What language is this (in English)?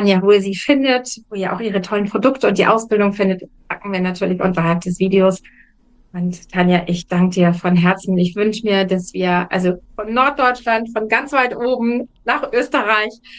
German